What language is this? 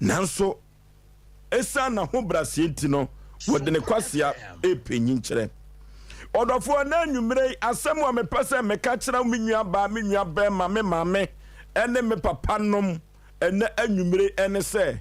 Akan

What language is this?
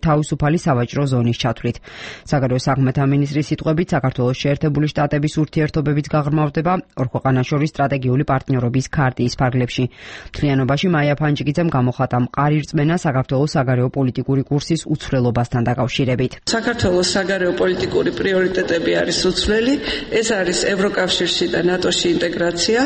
Georgian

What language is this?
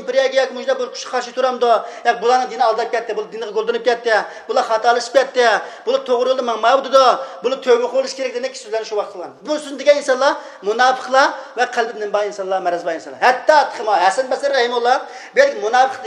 Uyghur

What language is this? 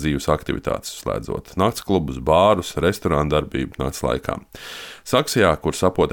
Latvian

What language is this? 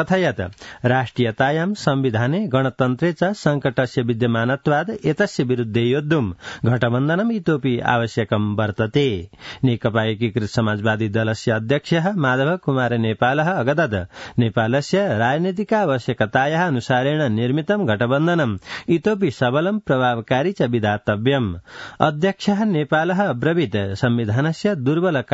Sanskrit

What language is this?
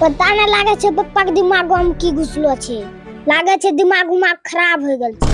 Angika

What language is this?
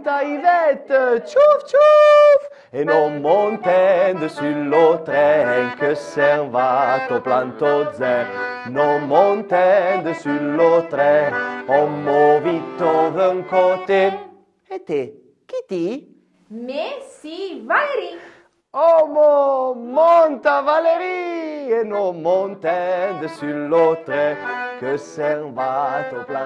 Arpitan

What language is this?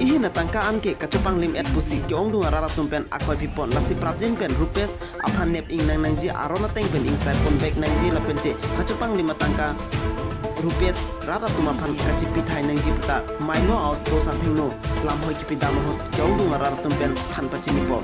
Karbi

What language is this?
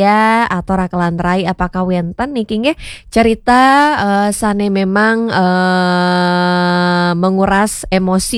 Balinese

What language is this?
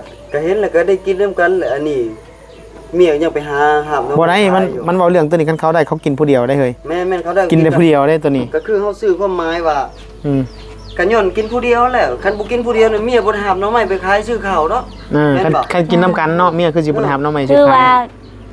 Northeastern Thai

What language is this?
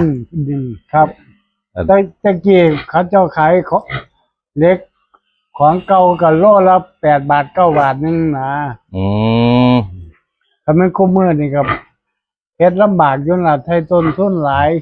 Northeastern Thai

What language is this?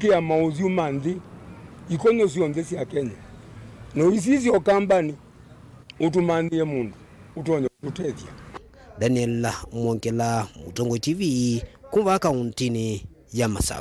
Kamba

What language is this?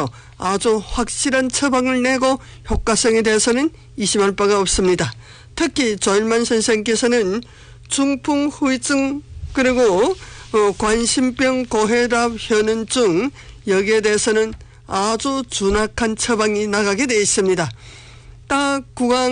Korean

